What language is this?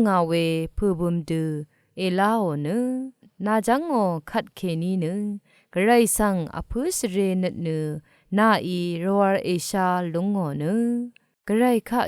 Rawang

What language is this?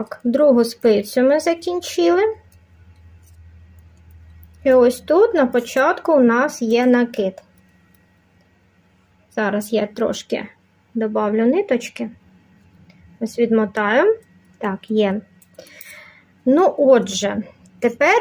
Ukrainian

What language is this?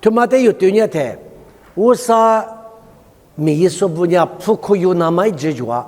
Lisu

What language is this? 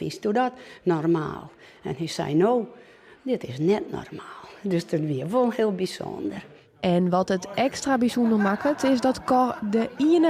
Western Frisian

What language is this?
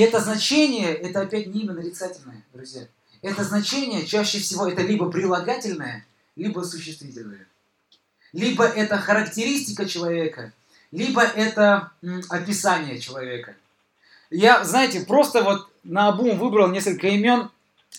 Russian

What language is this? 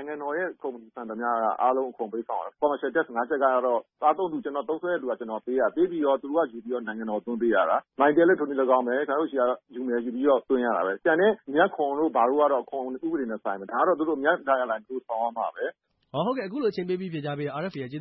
Burmese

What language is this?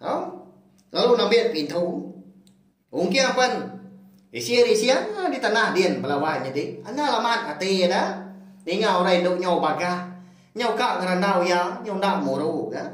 Iban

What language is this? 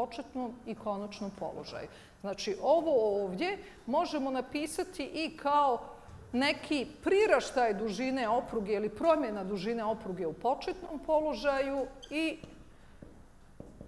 Bosnian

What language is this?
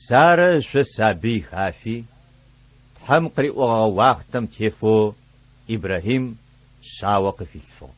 Adyghe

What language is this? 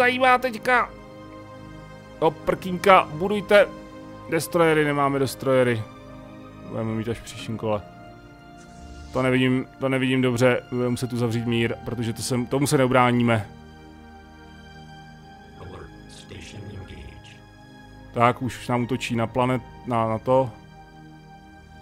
Czech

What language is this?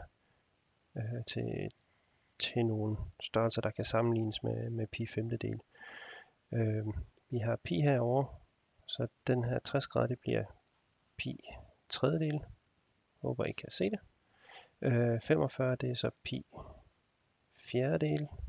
Danish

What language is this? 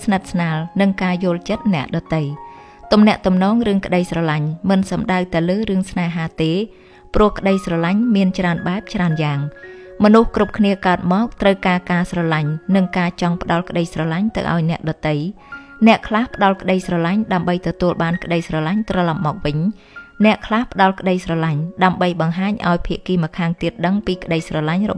Khmer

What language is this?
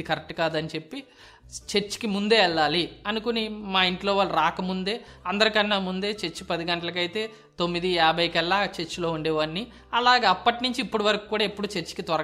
Telugu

